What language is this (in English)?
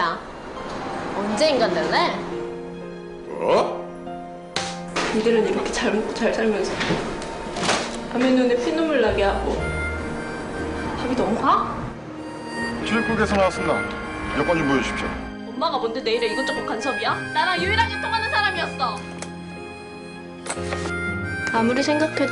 Korean